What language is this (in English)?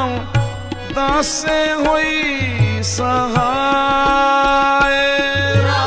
Punjabi